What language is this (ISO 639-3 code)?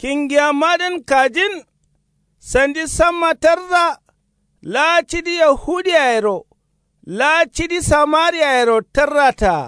kau